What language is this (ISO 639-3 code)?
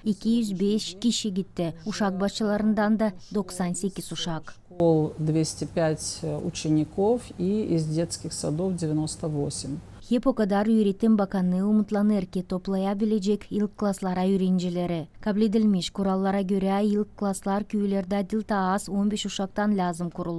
gag